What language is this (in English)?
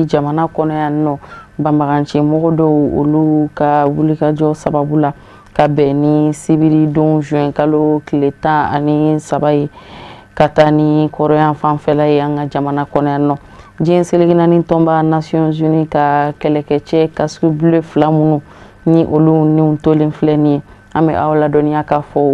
Bambara